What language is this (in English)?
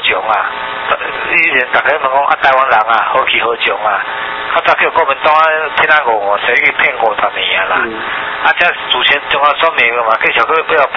Min Nan Chinese